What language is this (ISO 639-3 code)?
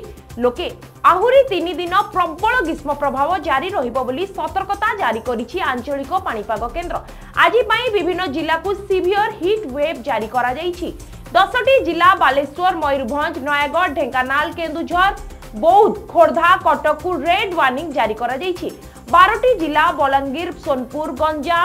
ori